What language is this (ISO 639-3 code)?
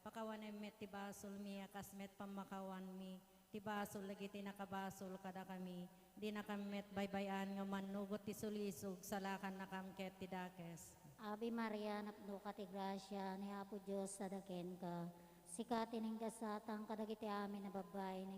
ilo